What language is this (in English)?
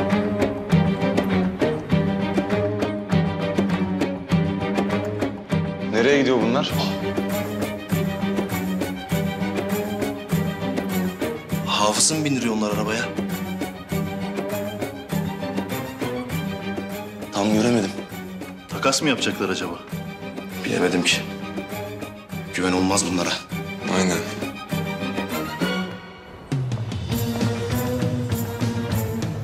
Turkish